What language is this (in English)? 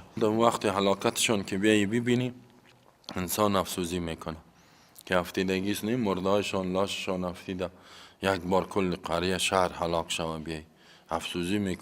Persian